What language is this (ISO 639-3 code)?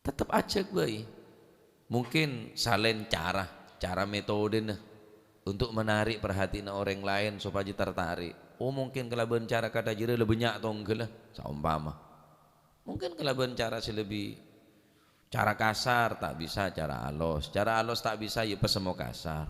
mad